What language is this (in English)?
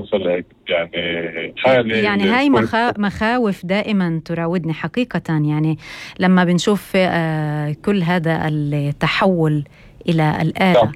North Levantine Arabic